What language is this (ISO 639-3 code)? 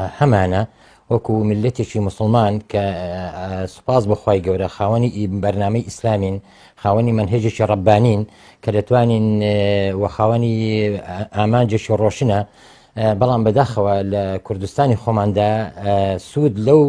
ckb